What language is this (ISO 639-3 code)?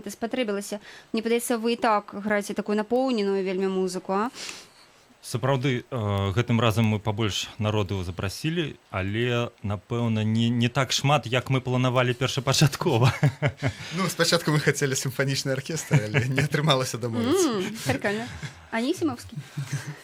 bel